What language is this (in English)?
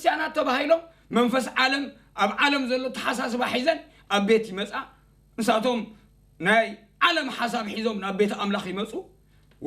Tigrinya